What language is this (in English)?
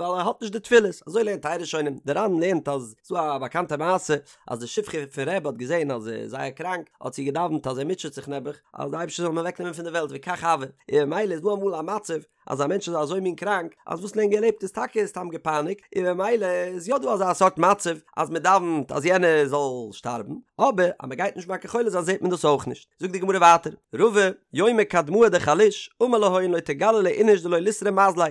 Yiddish